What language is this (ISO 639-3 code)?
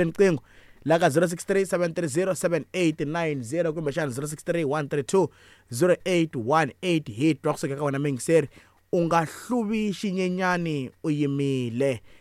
tso